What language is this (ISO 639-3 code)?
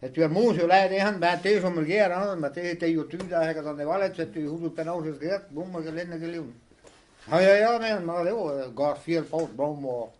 bre